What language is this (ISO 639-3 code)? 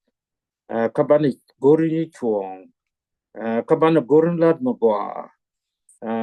nus